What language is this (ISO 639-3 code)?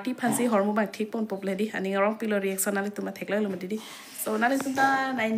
mjw